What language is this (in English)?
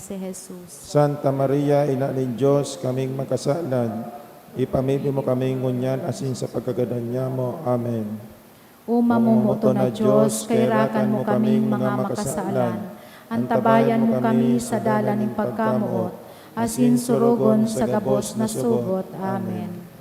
Bikol